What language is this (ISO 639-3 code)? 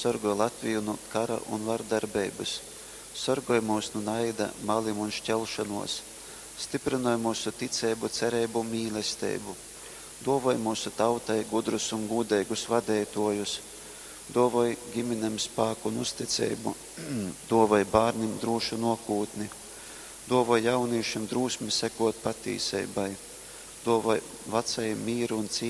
ltg